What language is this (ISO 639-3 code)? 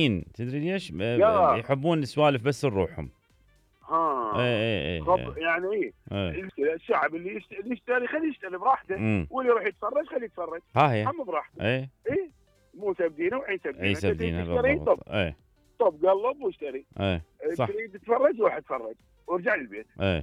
acm